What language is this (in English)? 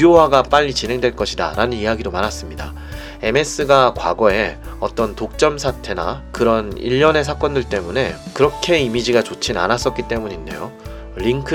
Korean